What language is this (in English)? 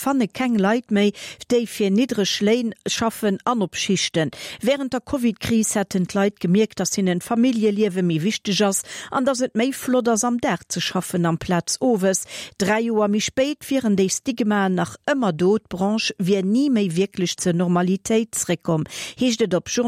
Luxembourgish